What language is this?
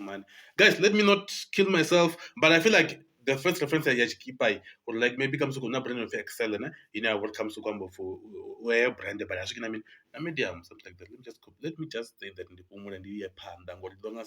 Venda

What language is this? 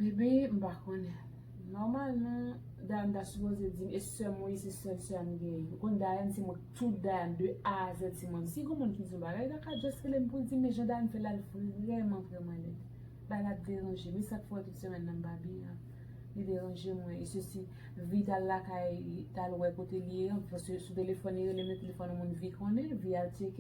Haitian Creole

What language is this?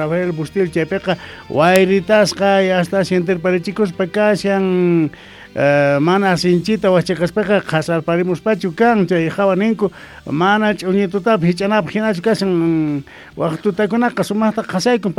South Bolivian Quechua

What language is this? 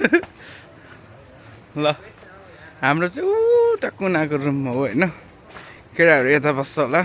Nepali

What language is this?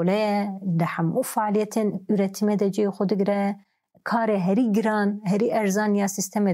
Kurdish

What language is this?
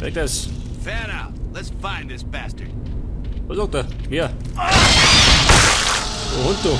Bavarian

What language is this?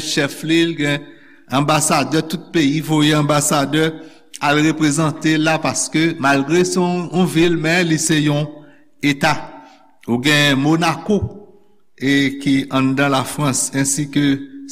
Haitian Creole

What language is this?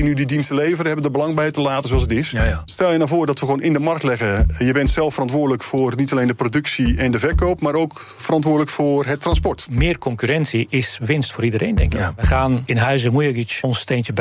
Dutch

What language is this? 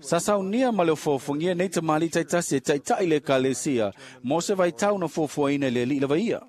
Samoan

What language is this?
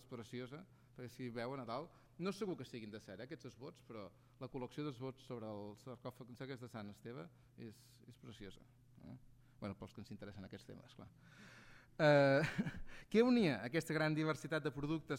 Catalan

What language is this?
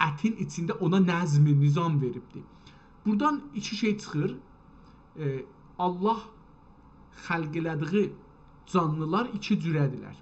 South Azerbaijani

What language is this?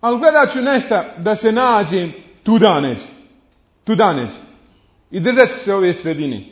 Bosnian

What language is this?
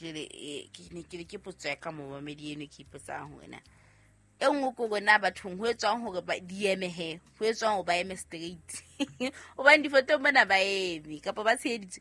Southern Sotho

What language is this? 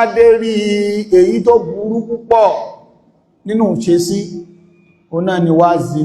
Yoruba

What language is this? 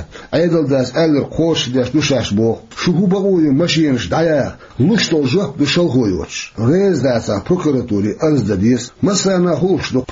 Chechen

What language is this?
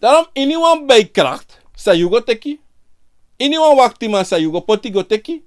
Sranan Tongo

